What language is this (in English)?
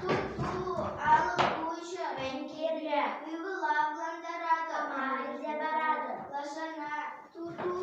Chuvash